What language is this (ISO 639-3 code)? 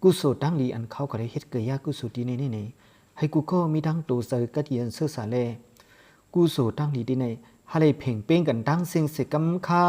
shn